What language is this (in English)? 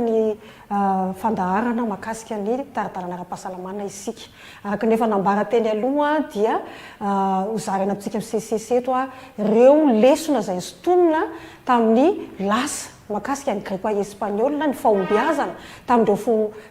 Malagasy